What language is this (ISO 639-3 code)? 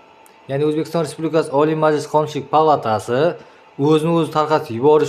uzb